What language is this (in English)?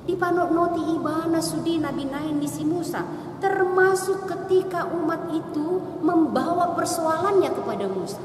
Batak Toba